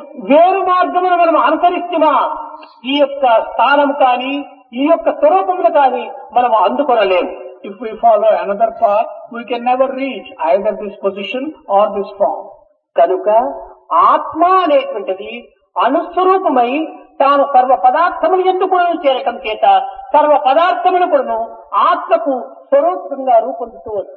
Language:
Telugu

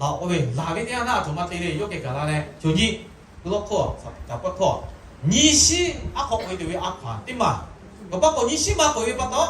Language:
Lahu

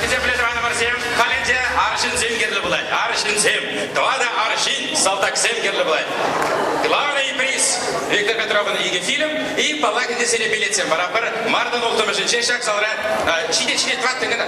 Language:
Chuvash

